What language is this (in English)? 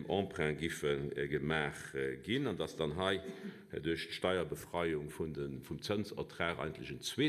Luxembourgish